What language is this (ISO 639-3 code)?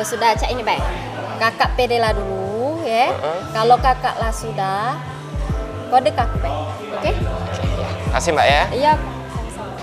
mui